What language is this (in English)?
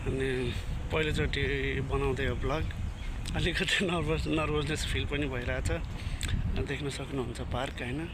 Nepali